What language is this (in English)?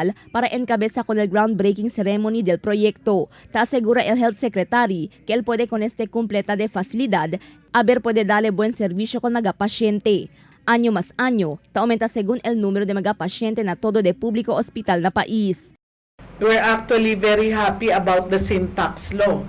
Chavacano